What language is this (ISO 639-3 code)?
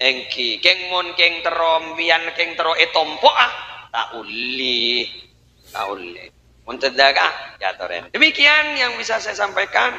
mad